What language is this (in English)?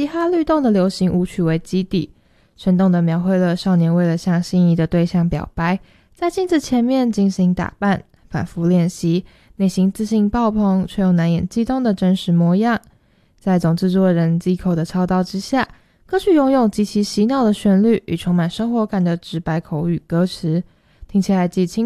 Chinese